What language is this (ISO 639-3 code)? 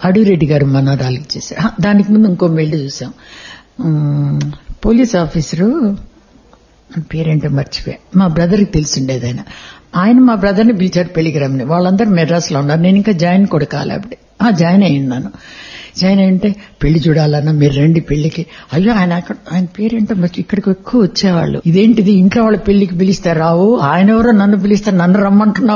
tel